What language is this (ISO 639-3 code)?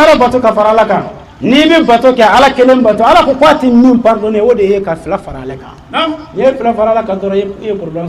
bam